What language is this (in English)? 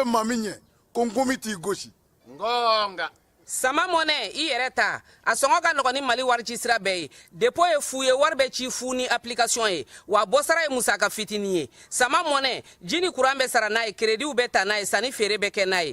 Bambara